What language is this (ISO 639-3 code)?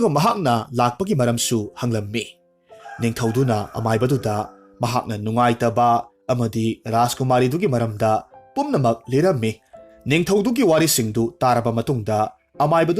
mni